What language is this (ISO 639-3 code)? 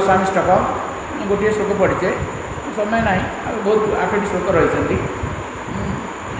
ori